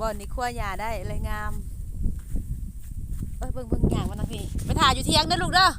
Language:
Lao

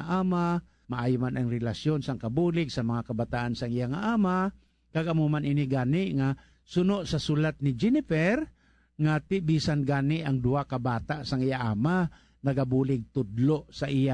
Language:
Hiligaynon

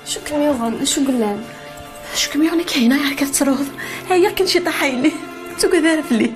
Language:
Kabyle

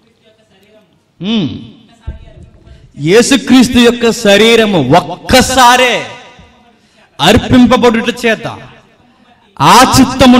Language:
Telugu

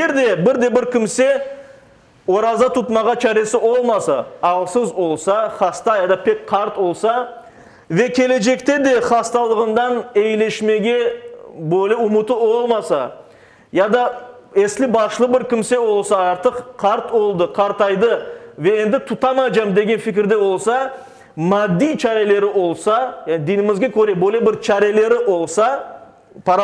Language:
Crimean Tatar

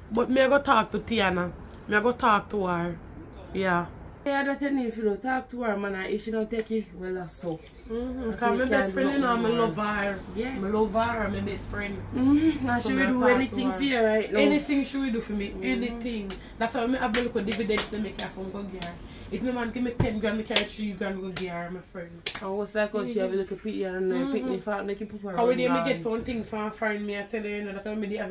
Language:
Jamaican Creole English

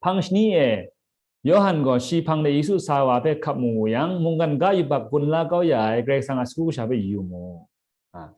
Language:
Kachin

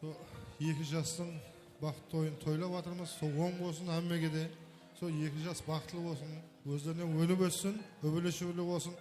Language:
Kara-Kalpak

